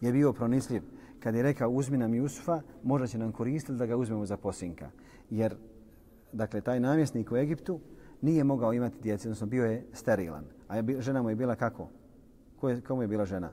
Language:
Bosnian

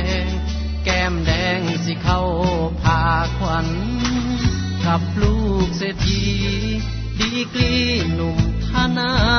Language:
Thai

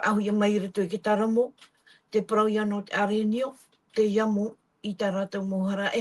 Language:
Tahitian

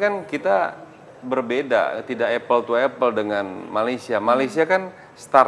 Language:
Indonesian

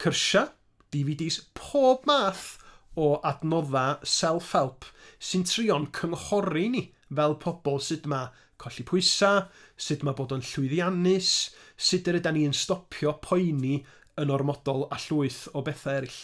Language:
Welsh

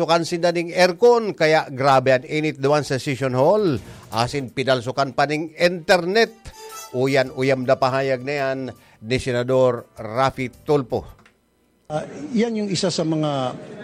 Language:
Bikol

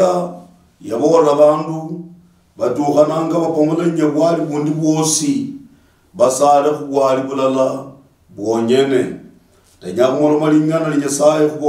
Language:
Luyia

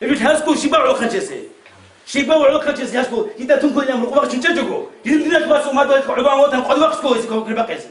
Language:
Avaric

